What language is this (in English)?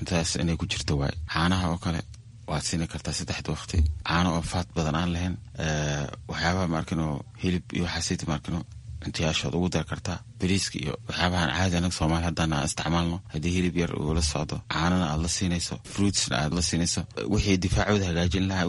Somali